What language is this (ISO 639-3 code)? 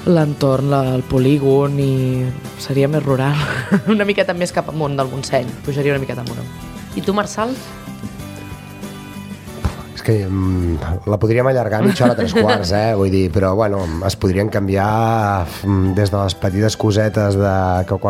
cat